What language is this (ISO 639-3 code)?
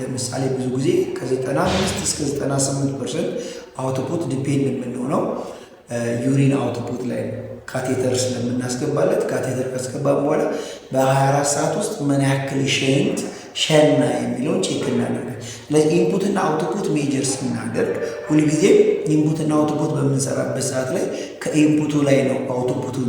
amh